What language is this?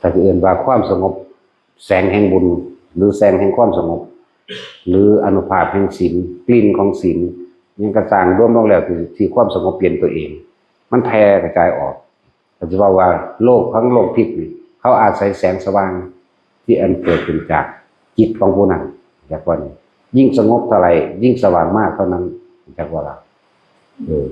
Northeastern Thai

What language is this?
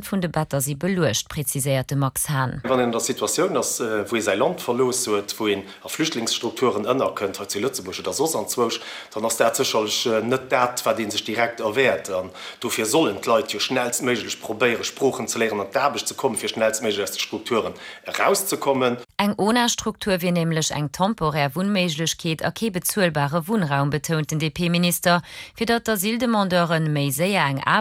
Luxembourgish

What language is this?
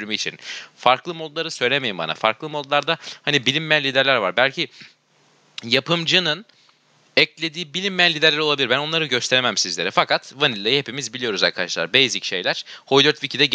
Turkish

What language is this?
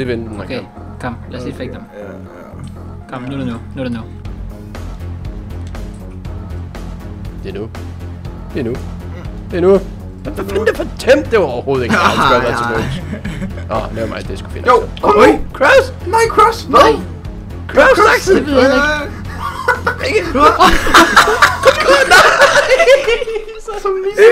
Danish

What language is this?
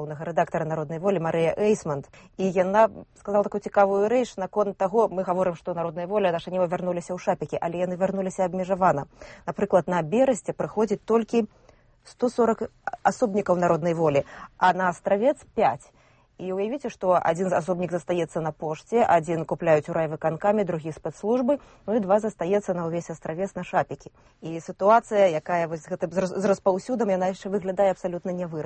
Belarusian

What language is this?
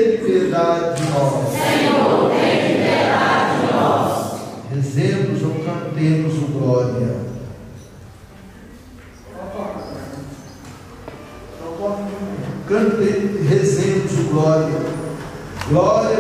Portuguese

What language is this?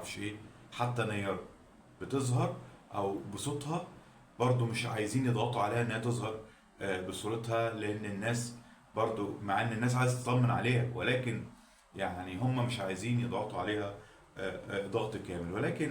Egyptian Arabic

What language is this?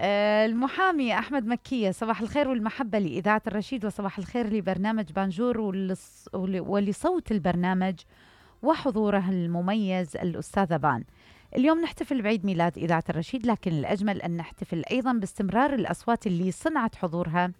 Mesopotamian Arabic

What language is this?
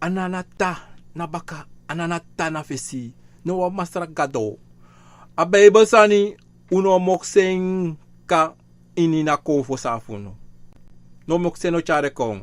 Sranan Tongo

